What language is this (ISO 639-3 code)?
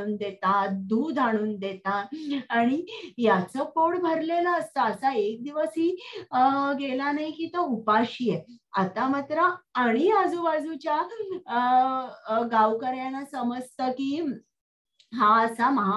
mar